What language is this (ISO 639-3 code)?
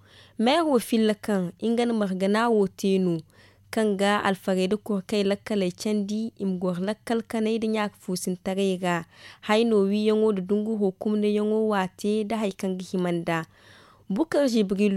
dje